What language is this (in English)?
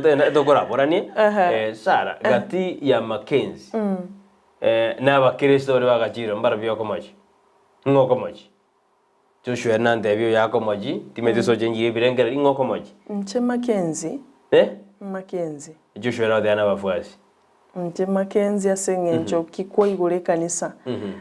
Gusii